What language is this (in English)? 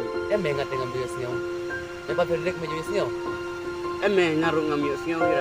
Khasi